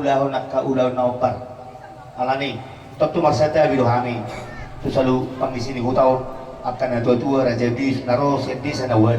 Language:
Batak Toba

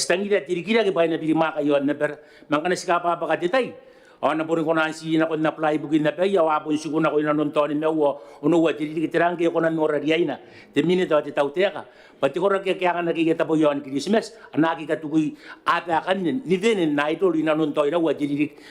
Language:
Gilbertese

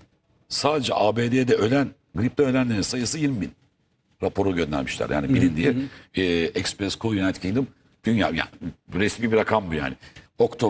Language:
Turkish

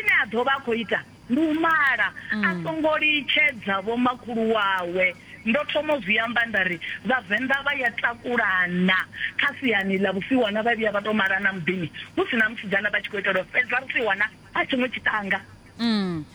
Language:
Venda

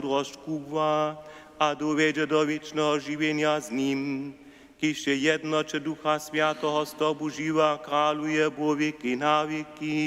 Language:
Upper Sorbian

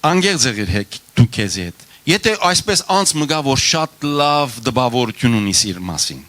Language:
Western Armenian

